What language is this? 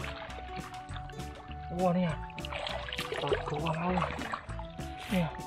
Vietnamese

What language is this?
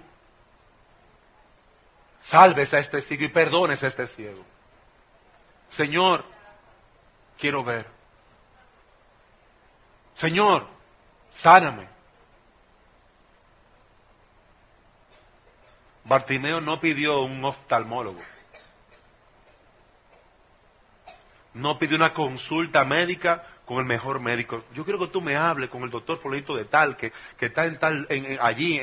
Spanish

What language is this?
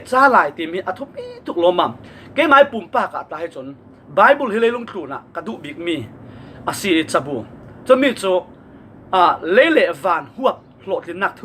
Falam Chin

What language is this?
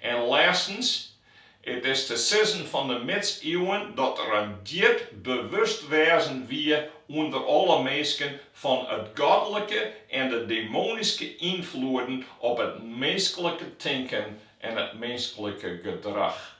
Western Frisian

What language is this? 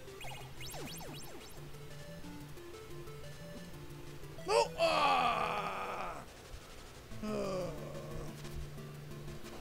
English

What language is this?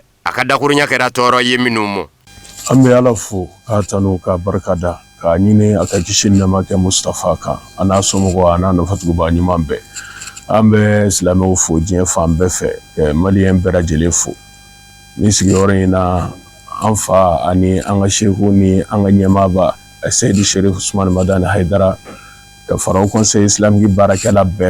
Bambara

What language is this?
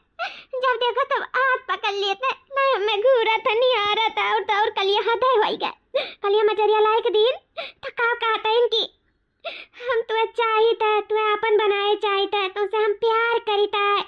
Awadhi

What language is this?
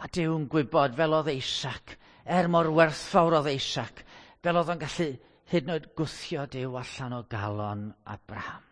Welsh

